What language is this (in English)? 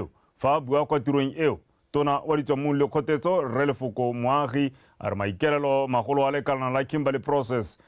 Tswana